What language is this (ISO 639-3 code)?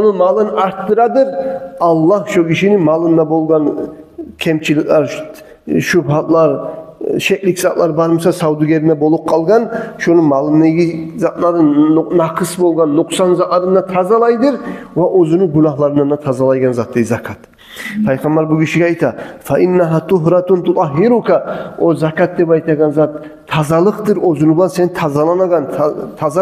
kum